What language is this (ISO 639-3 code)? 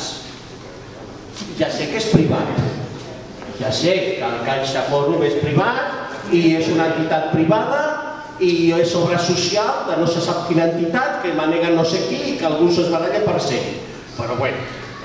cat